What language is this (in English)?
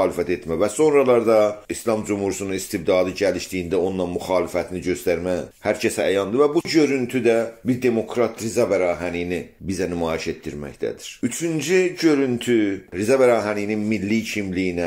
South Azerbaijani